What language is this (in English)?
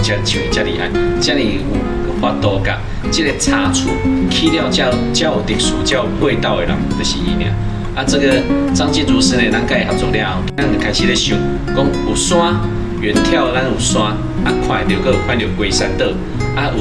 Min Nan Chinese